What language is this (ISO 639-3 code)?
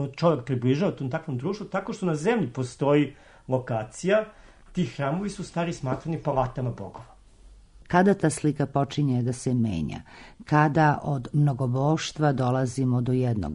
srp